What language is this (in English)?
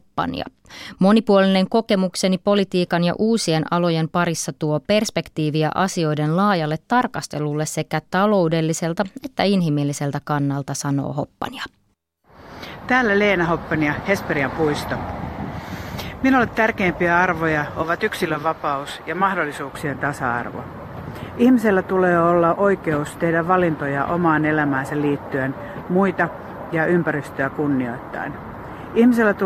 Finnish